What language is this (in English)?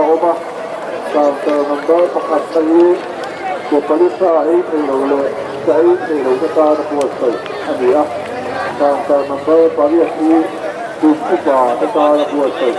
Mizo